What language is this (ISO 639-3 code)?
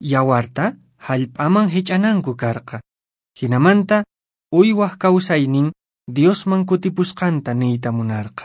que